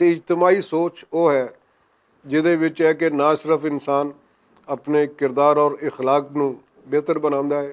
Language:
Western Panjabi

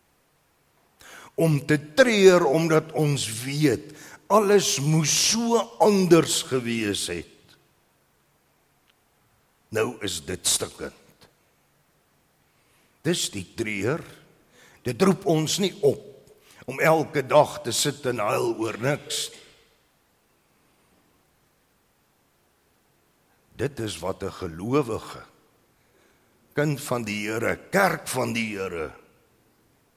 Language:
Afrikaans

